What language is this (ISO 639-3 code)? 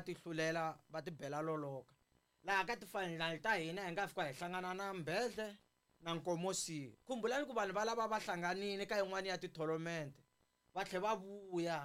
tso